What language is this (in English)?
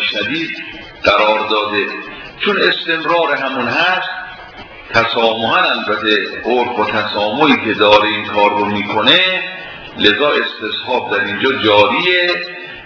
Persian